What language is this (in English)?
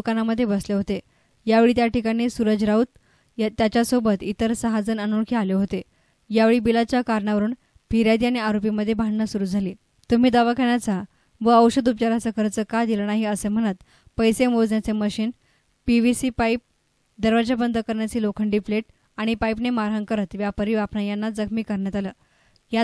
Marathi